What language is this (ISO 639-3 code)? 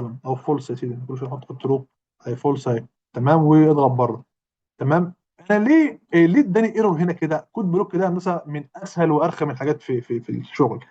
arz